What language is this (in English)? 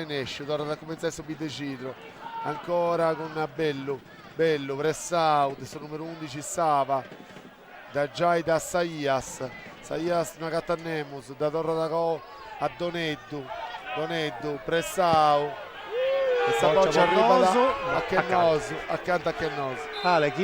Sardinian